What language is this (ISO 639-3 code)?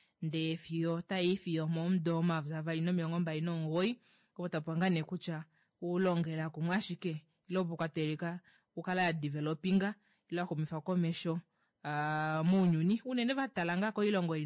kua